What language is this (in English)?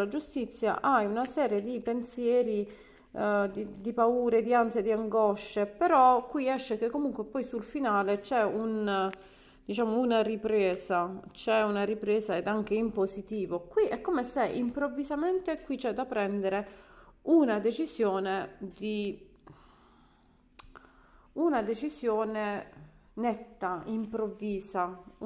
Italian